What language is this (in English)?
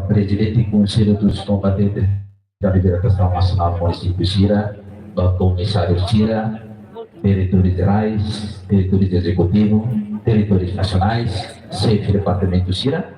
Tetum